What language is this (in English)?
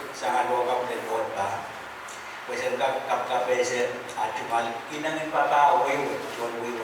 Pohnpeian